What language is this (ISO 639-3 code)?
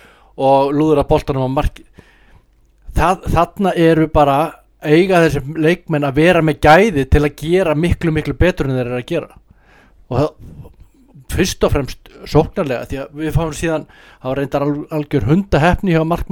isl